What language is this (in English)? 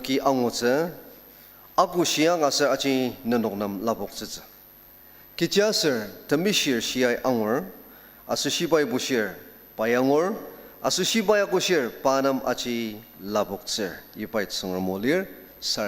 Ao Naga